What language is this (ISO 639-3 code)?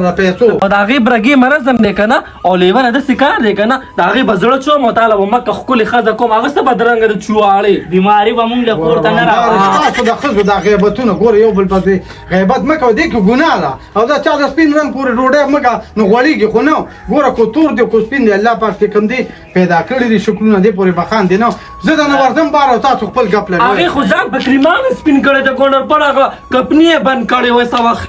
pus